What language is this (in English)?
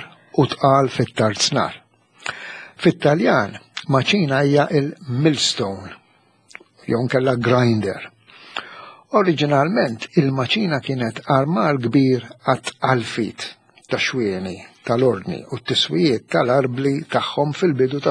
Maltese